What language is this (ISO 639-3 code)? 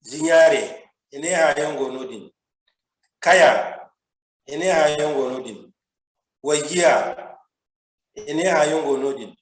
dje